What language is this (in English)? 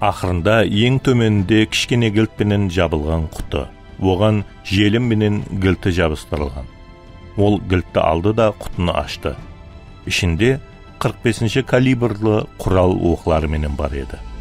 Kara-Kalpak